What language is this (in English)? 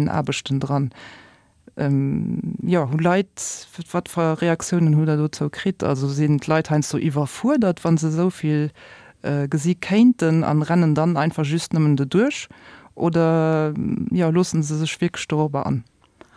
Luxembourgish